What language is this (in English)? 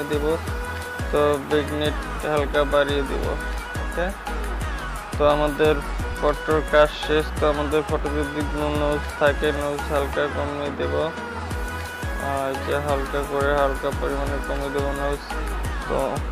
Bangla